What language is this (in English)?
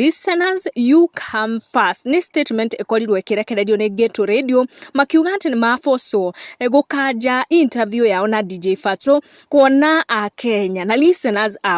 Kikuyu